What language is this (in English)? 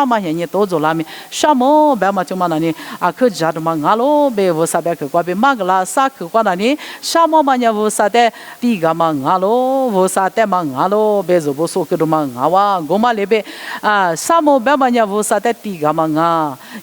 Lisu